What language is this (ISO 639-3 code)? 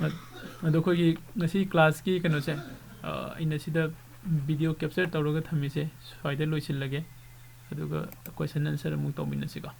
mni